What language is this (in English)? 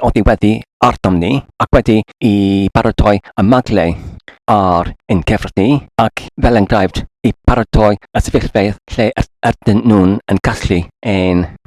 Welsh